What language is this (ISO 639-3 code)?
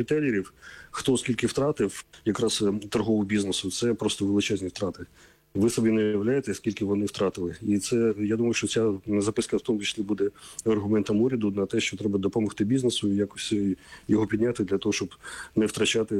ukr